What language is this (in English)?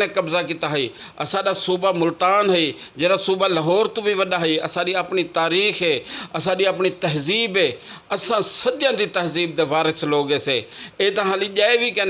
Saraiki